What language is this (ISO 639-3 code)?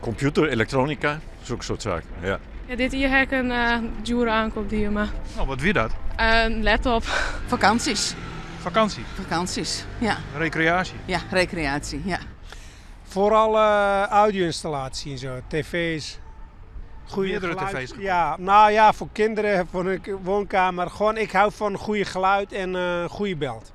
fry